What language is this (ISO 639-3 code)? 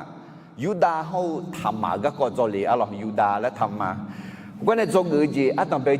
ahk